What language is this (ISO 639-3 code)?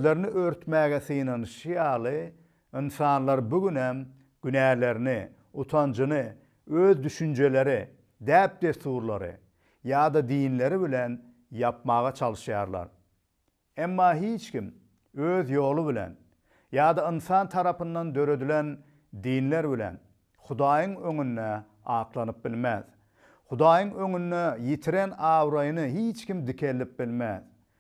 tuk